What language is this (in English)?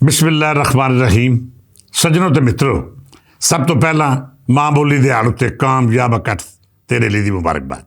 Western Panjabi